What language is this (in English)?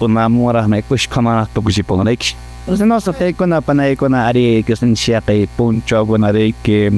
Quechua